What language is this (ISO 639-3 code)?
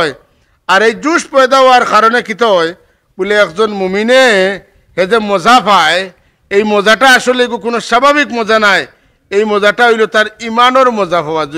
syl